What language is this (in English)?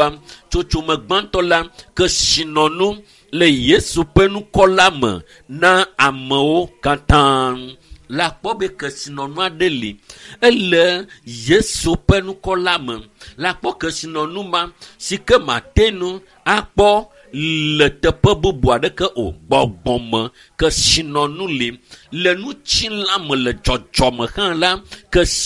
Ewe